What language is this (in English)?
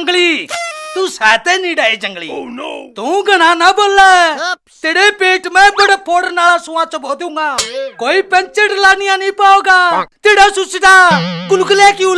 Haryanvi